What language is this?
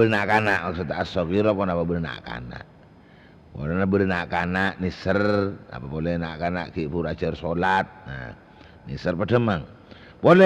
Madurese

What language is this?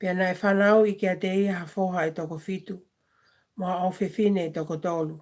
Tongan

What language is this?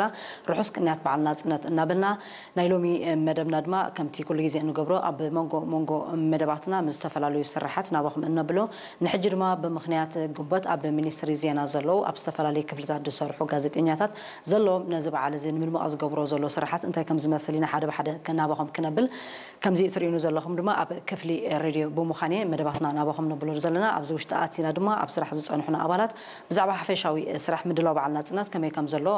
Tigrinya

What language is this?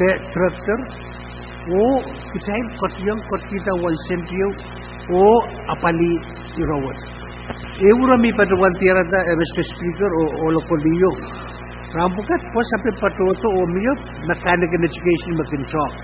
Pohnpeian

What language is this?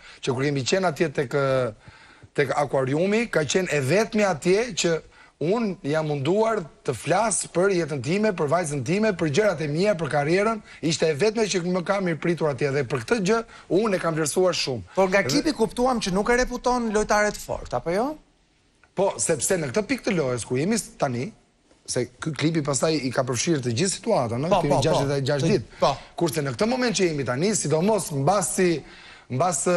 Albanian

